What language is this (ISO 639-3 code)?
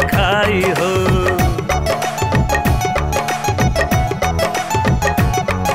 bho